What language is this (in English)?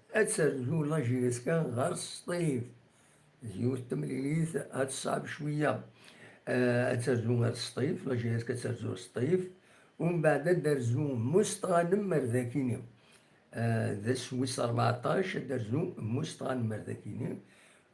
Kabyle